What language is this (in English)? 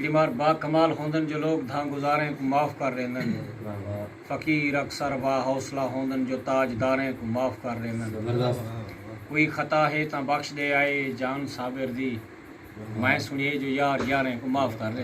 Saraiki